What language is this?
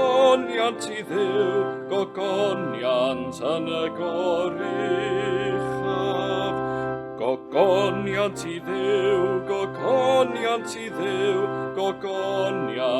Welsh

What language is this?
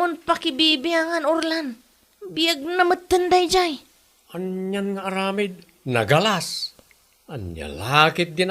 Iloko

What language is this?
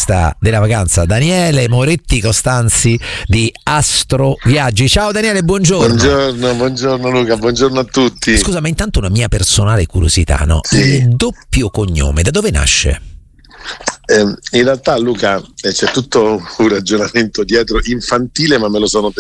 Italian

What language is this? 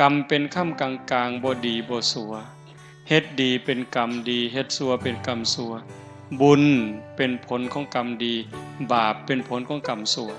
Northeastern Thai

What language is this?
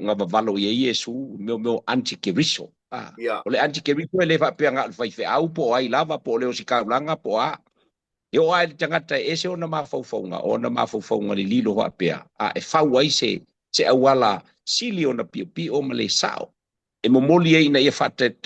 Samoan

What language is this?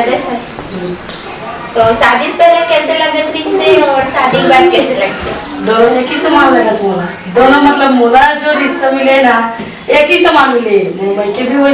Chhattisgarhi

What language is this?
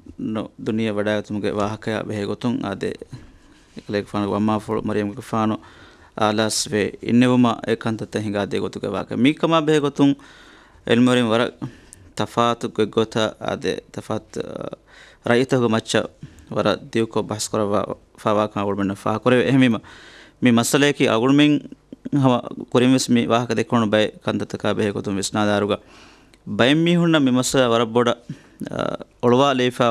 Divehi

